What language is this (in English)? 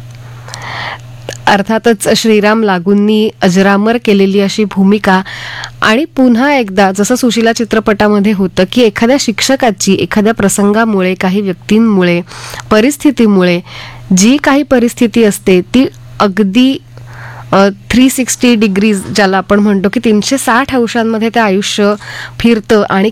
Marathi